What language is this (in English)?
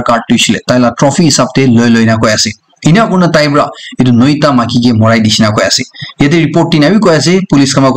Naga Pidgin